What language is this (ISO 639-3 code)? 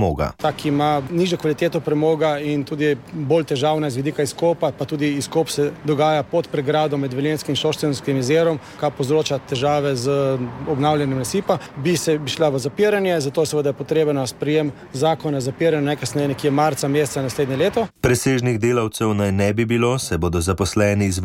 slv